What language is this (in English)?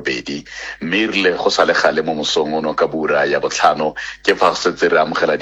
Tswana